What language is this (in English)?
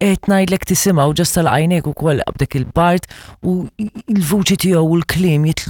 Maltese